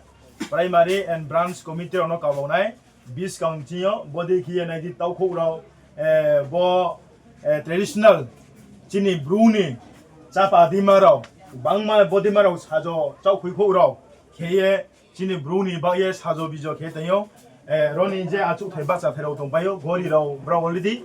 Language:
Riang (India)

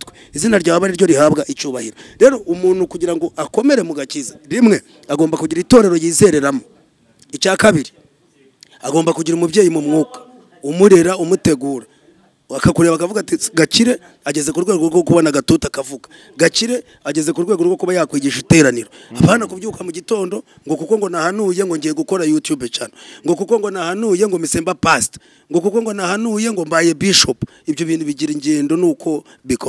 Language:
Kinyarwanda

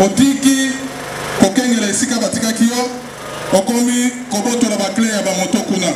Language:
Lingala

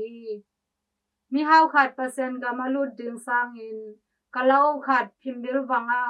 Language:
Tedim Chin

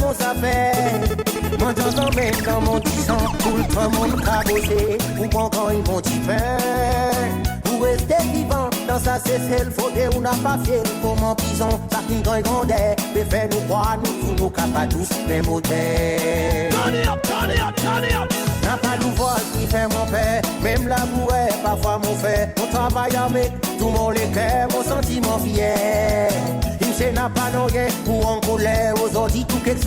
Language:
Seselwa Creole French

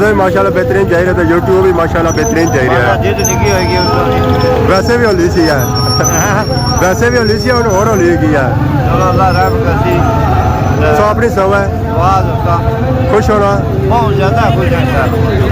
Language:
Pahari-Potwari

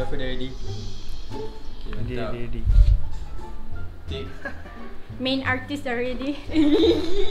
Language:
Malay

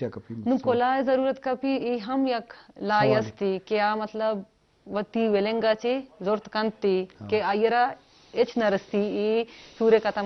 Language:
Eastern Balochi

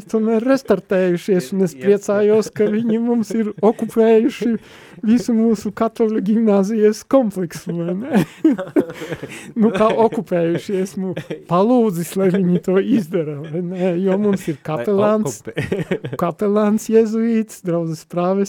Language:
Latvian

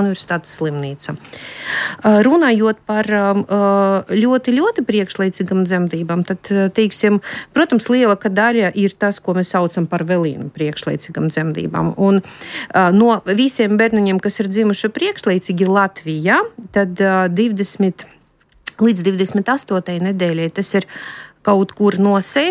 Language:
Latvian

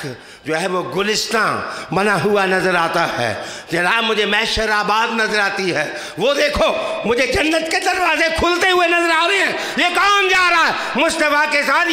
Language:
Urdu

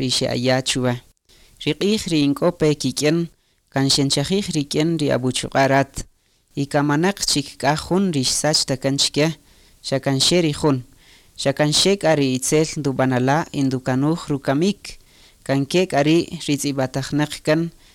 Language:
Kaqchikel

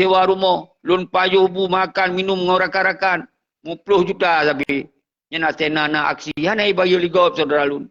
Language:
Achinese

